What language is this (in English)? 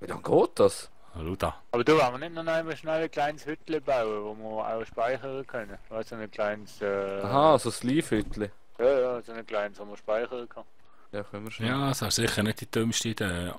Swiss German